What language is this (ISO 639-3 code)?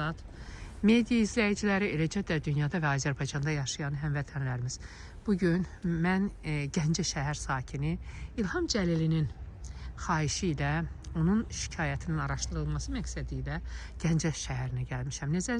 aze